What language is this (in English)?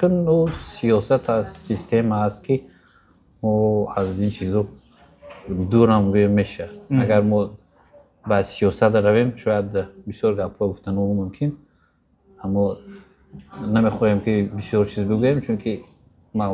Tajik